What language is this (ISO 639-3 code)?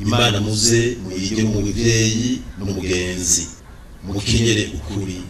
run